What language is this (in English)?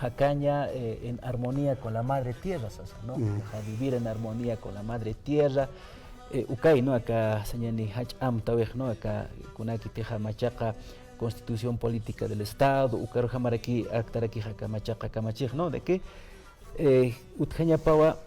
Aymara